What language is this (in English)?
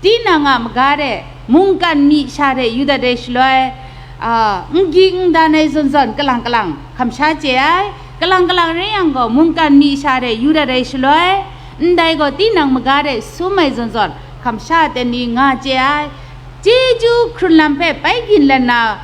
Kachin